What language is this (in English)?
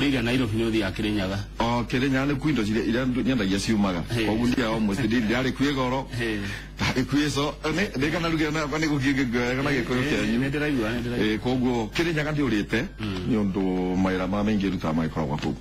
Kikuyu